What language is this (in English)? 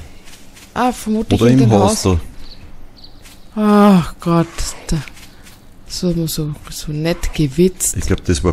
German